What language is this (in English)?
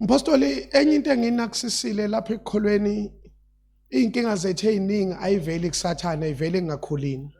Zulu